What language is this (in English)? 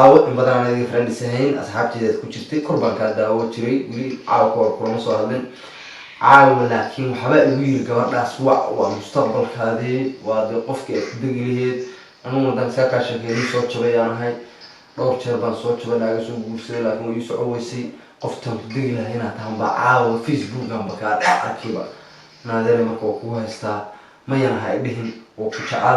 Somali